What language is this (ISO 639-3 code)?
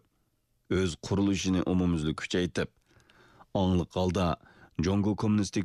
uig